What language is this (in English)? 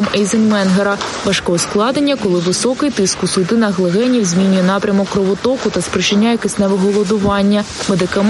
Ukrainian